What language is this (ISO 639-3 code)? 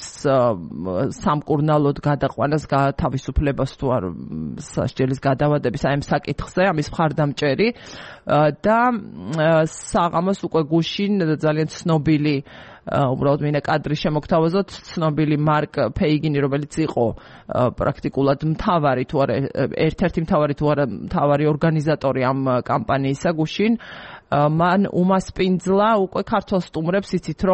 kat